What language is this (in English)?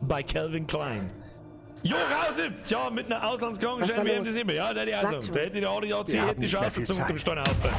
Bavarian